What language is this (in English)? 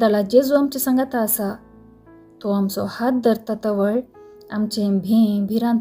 Konkani